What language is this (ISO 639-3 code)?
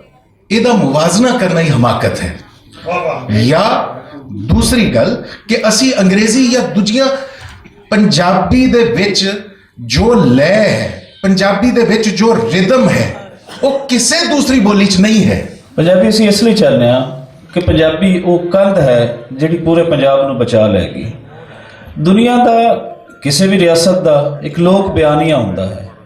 lah